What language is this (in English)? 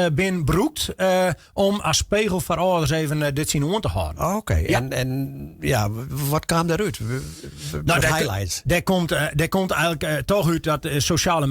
Western Frisian